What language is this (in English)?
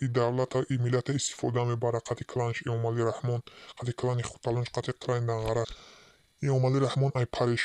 Tajik